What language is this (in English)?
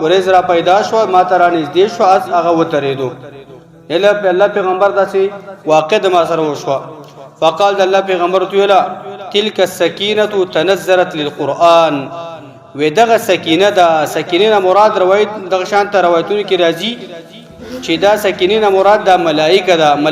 Pashto